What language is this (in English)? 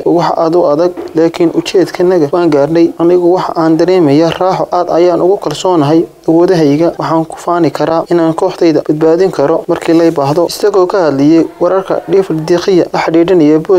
Somali